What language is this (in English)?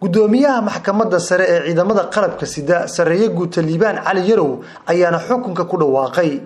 Somali